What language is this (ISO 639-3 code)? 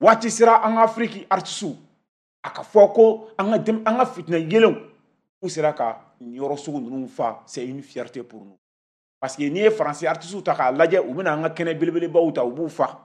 bam